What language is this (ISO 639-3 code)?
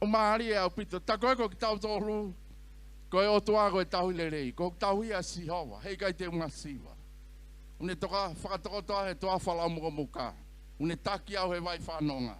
ton